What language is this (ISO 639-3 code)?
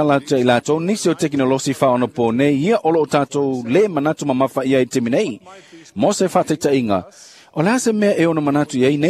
smo